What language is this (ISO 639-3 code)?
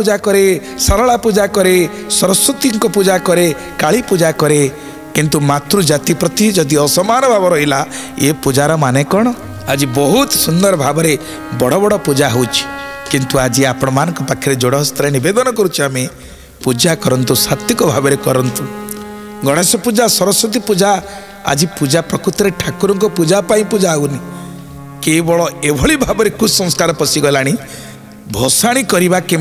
ori